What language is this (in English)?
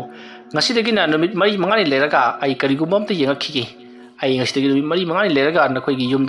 Manipuri